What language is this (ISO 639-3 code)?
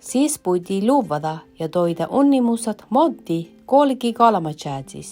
sme